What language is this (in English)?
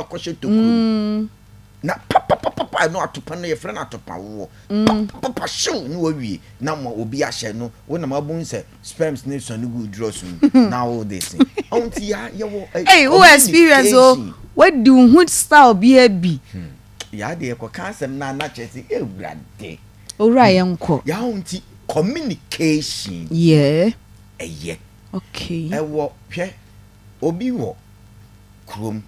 Akan